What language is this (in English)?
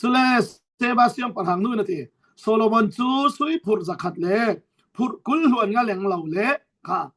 Falam Chin